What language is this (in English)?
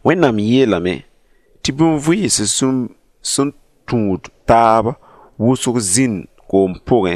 Mossi